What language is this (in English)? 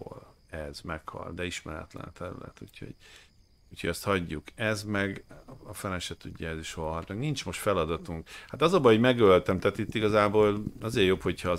Hungarian